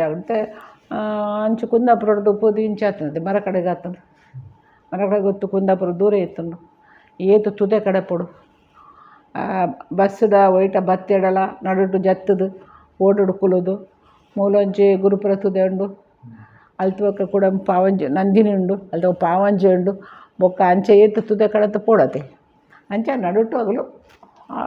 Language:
Tulu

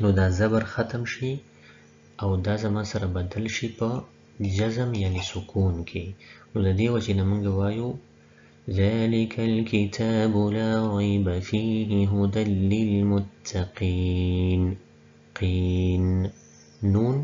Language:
Pashto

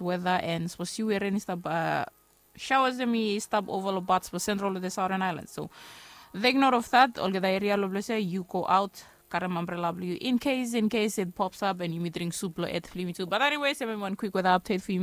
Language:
Bislama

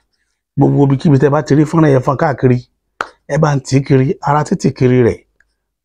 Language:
Yoruba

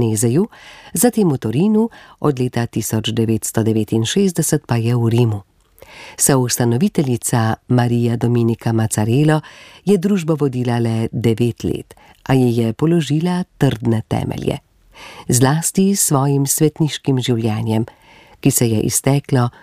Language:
Slovenian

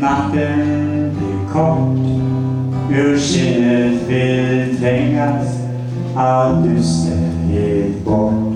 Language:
Faroese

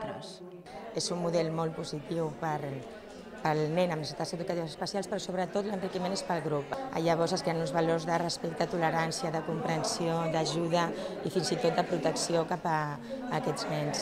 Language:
Catalan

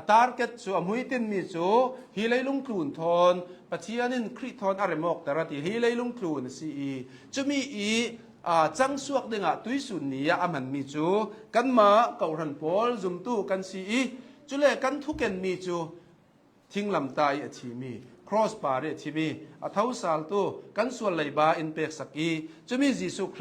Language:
Hakha Chin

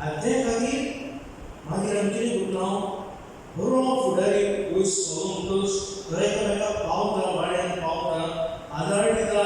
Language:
Konkani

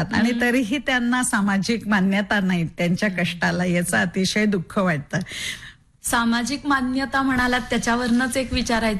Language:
Marathi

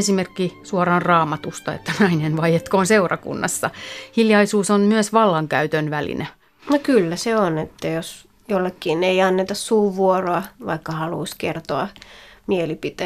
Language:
Finnish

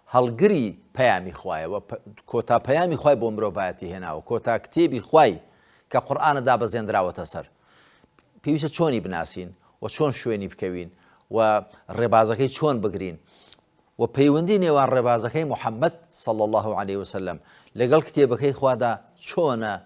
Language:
Central Kurdish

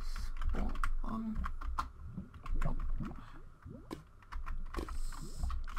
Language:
Danish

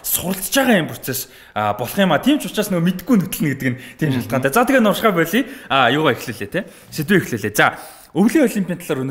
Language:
Mongolian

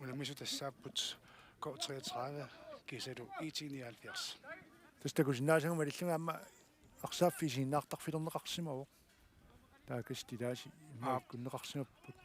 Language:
Kalaallisut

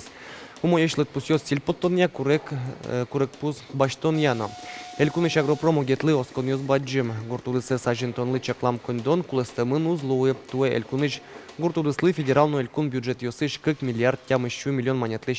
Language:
Udmurt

